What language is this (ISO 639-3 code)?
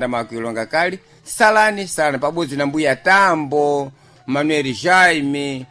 seh